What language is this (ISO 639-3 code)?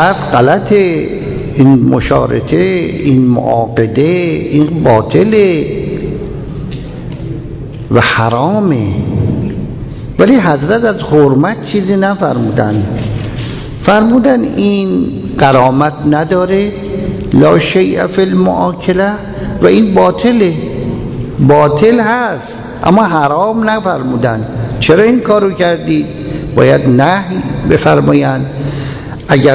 fas